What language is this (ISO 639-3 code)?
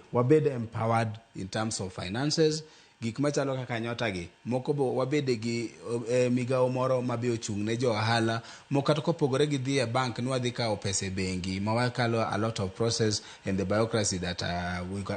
luo